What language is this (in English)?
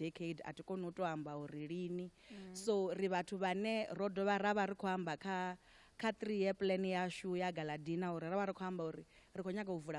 Venda